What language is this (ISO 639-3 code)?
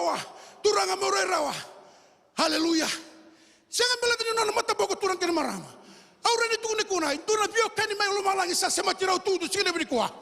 fij